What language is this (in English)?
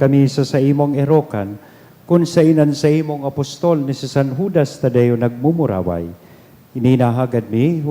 Bikol